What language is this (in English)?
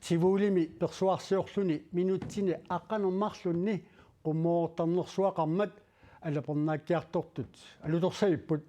Kalaallisut